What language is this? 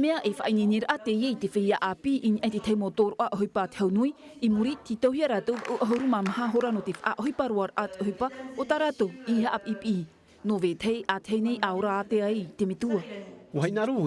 Tahitian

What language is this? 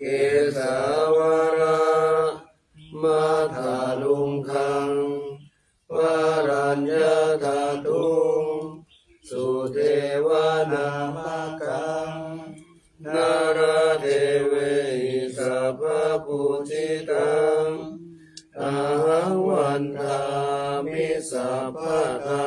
Pali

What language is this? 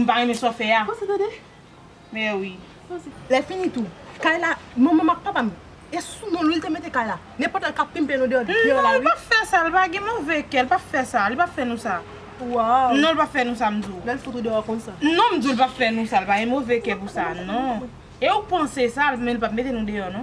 Haitian Creole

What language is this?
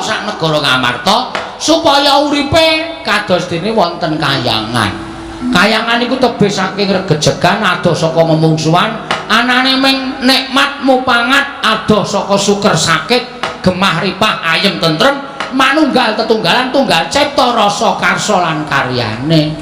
Javanese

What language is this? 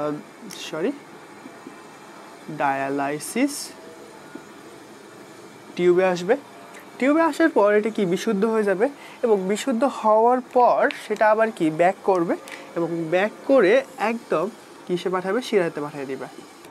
Bangla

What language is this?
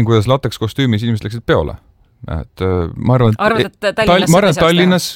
Estonian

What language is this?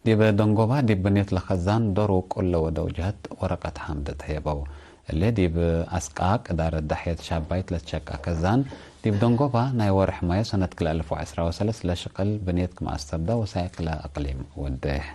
Tigre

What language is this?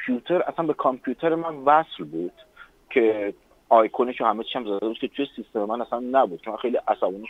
Persian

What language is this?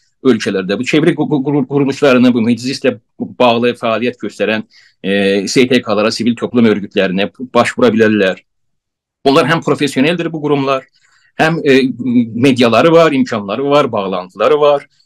South Azerbaijani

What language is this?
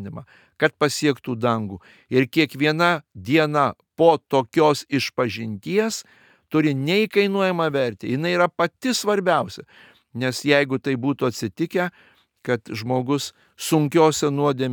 Lithuanian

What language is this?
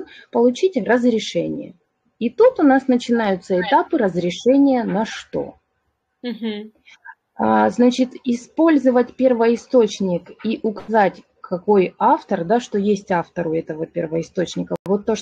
Russian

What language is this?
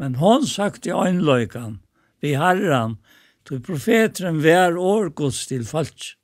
Faroese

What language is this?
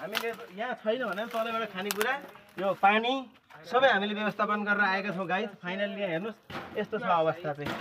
Nepali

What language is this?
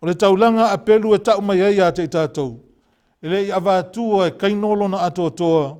Samoan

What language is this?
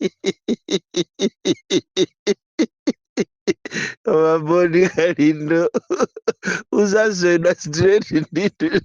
Nyanja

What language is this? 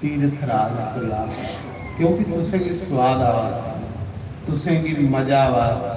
Dogri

